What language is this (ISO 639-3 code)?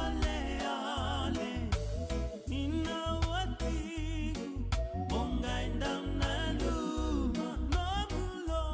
fij